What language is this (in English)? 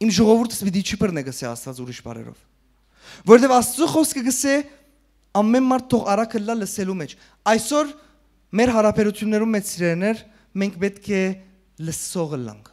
Western Armenian